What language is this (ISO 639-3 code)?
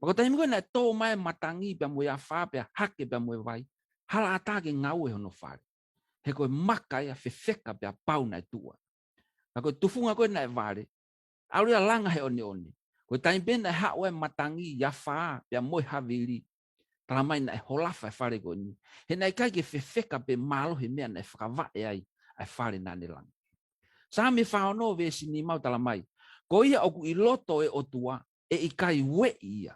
ton